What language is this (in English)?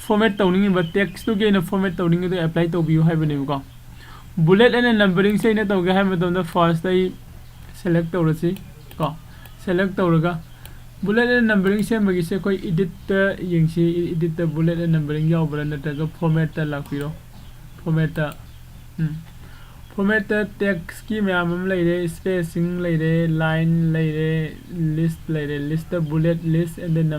Manipuri